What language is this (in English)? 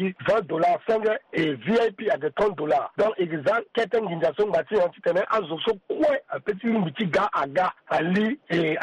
Sango